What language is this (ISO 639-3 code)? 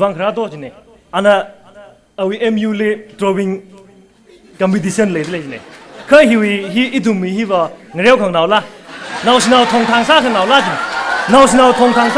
nmf